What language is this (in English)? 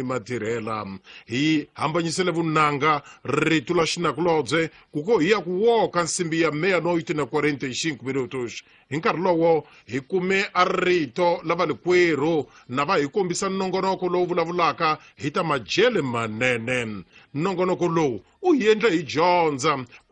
Tsonga